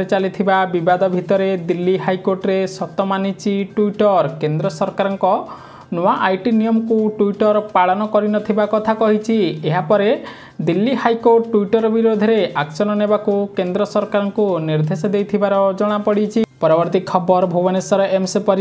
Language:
Odia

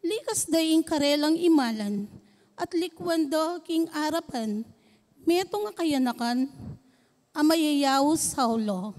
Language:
Pampanga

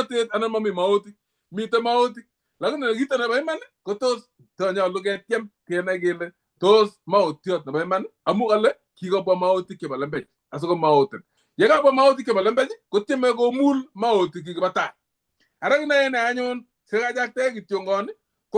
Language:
Kalenjin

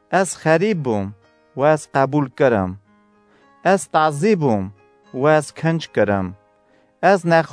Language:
Kurdish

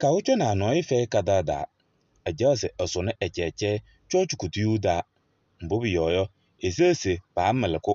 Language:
Kabiyè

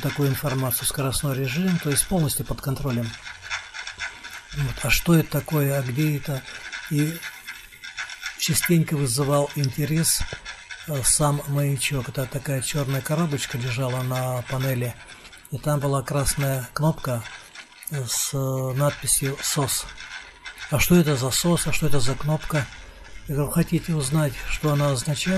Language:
Russian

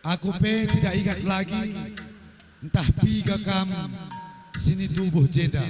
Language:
Batak Karo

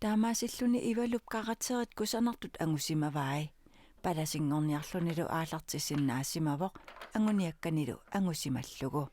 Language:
Kalaallisut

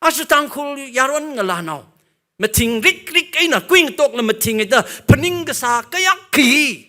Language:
Tangkhul Naga (India)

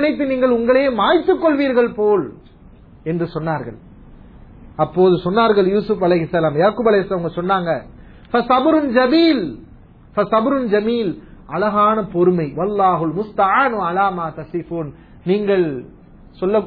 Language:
Tamil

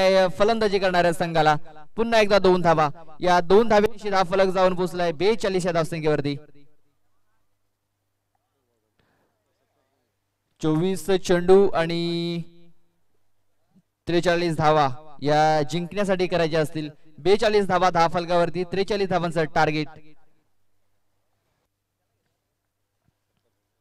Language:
Marathi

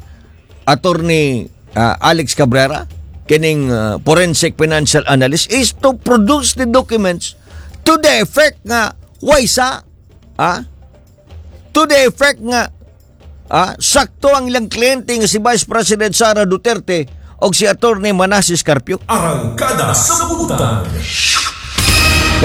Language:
Cebuano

